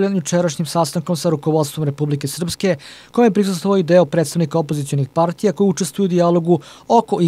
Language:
Serbian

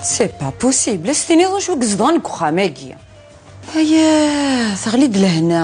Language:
Kabyle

